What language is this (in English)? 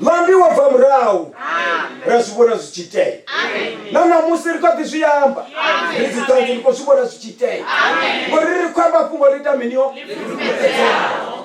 Venda